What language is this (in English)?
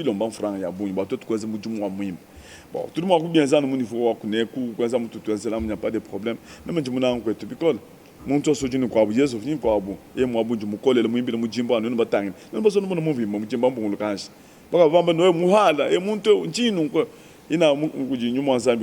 Luba-Lulua